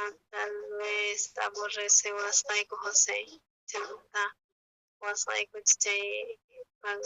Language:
South Bolivian Quechua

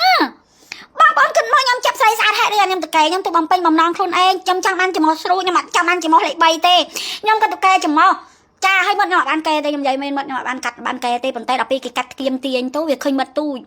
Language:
Khmer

